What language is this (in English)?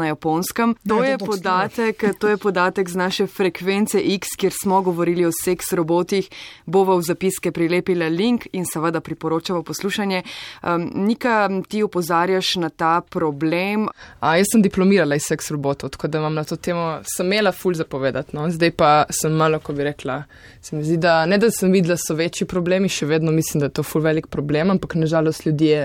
Slovenian